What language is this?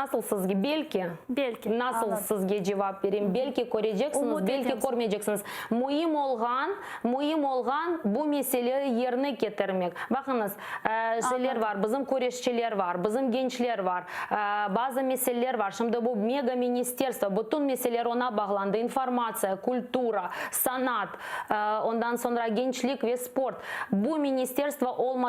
Crimean Tatar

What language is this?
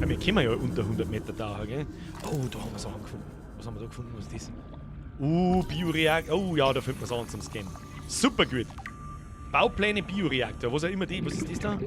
Bavarian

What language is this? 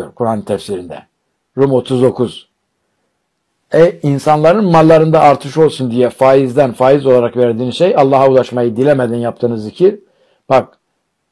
Turkish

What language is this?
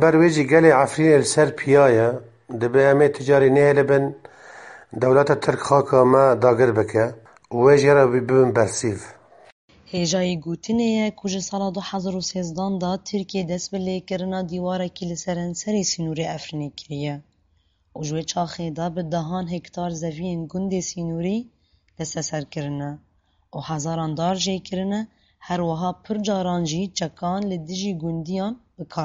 Kurdish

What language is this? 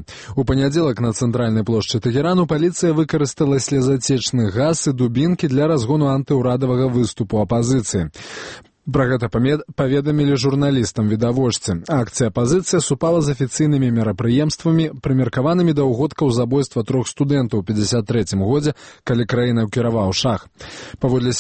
Belarusian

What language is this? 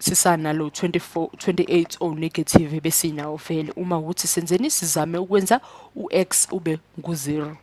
Zulu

